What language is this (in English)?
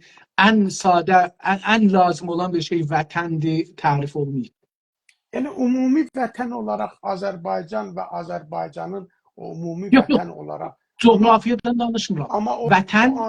South Azerbaijani